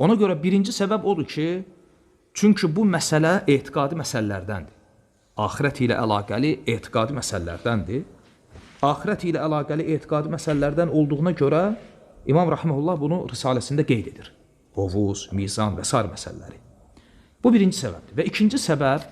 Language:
Azerbaijani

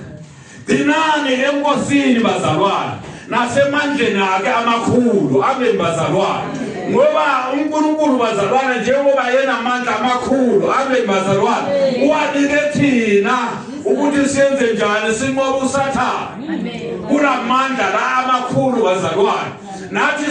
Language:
Zulu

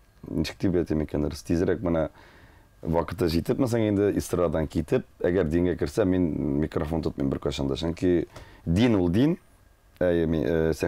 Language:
Tatar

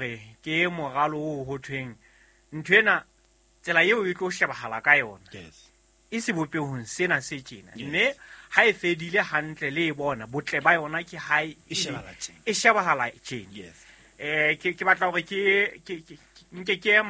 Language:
Southern Sotho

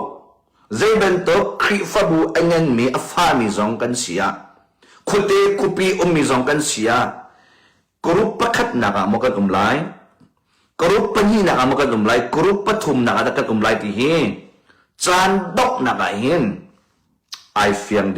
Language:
Hakha Chin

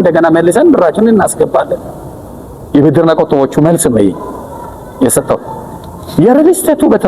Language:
Amharic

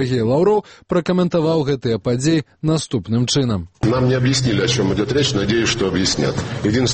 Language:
Belarusian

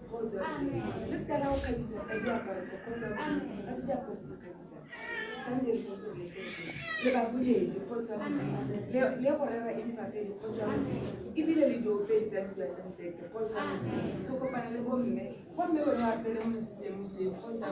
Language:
Tswana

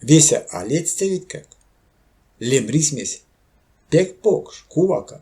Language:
Erzya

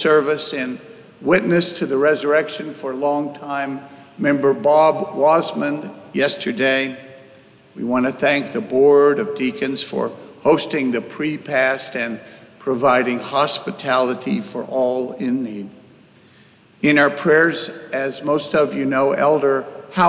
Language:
English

